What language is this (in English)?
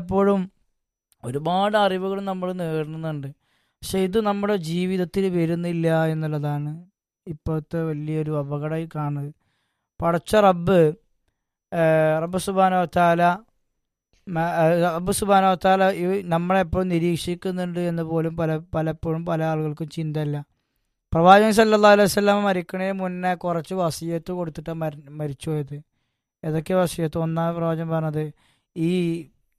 Malayalam